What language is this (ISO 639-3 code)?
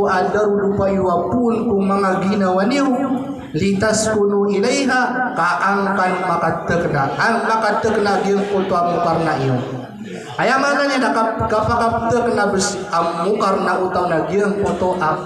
mrw